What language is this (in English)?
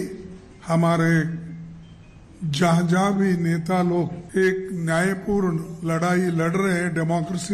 Hindi